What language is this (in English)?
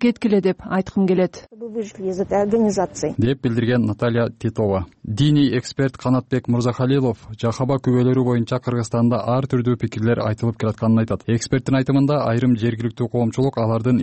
Kyrgyz